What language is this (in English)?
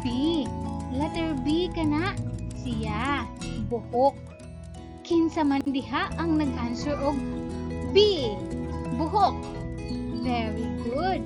Cebuano